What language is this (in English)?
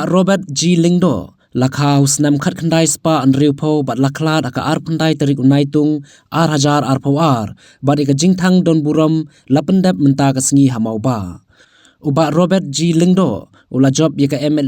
Khasi